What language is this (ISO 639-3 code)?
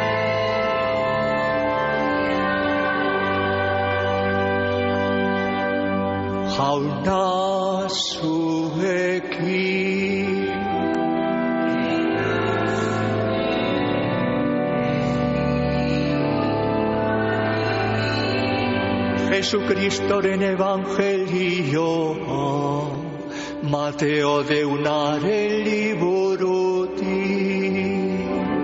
eus